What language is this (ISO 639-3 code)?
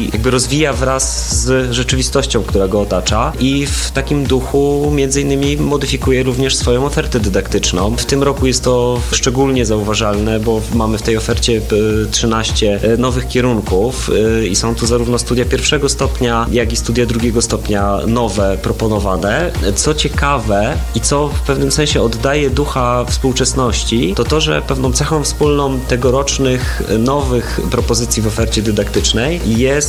pol